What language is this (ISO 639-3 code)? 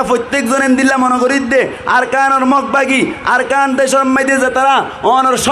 rhg